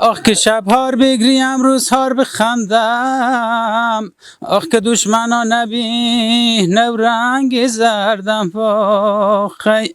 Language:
Persian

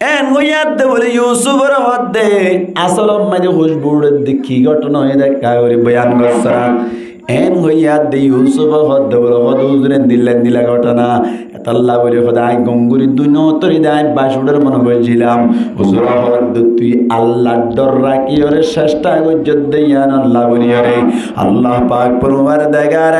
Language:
Rohingya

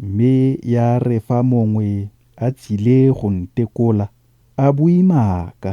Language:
Tswana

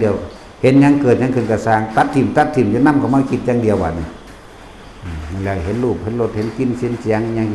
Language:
Northeastern Thai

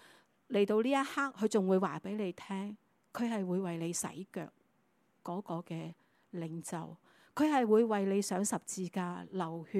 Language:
Cantonese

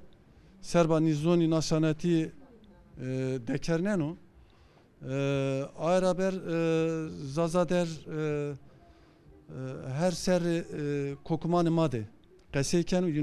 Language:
Zaza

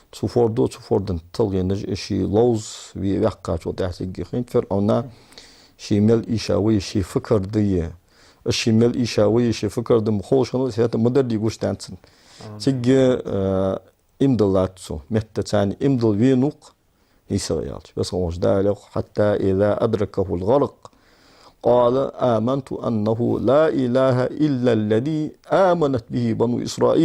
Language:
Ingush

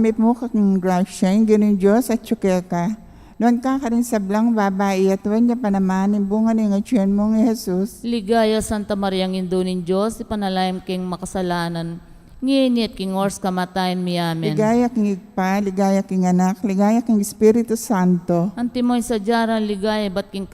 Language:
Pampanga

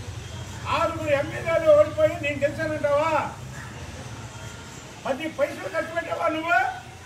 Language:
Telugu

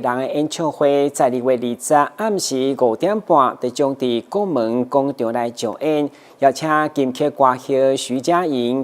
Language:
Min Nan Chinese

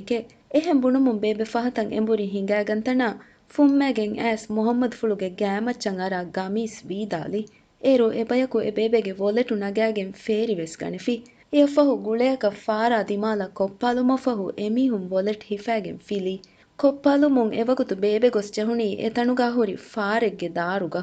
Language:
Divehi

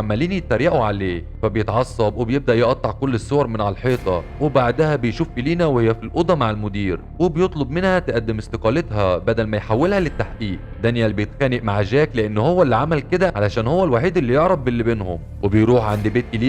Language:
Egyptian Arabic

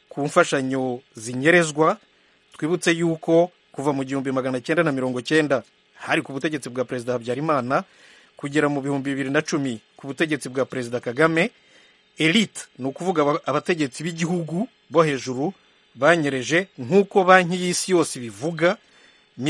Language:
Kinyarwanda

